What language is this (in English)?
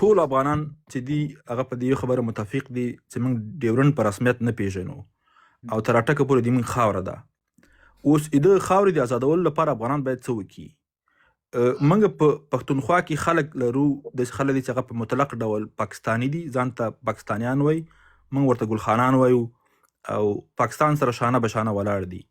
Pashto